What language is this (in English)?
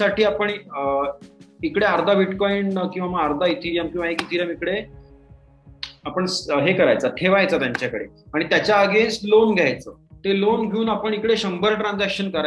Marathi